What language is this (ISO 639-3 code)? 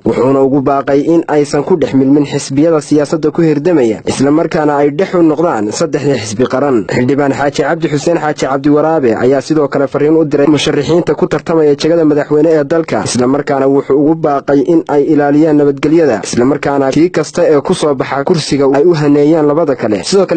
som